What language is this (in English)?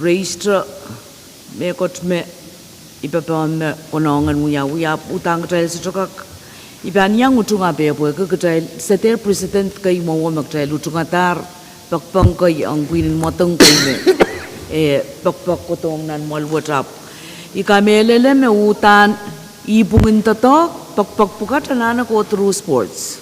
Pohnpeian